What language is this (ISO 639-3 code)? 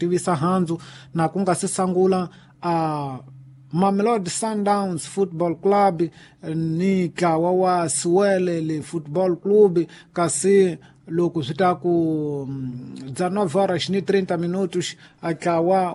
tso